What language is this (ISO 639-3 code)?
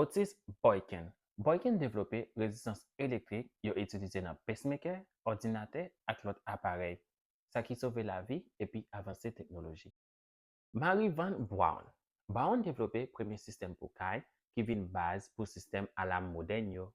hat